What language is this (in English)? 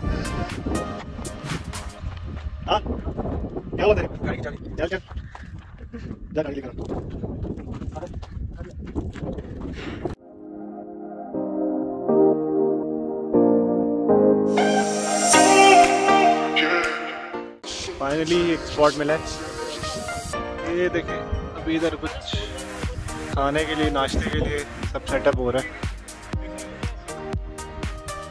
Hindi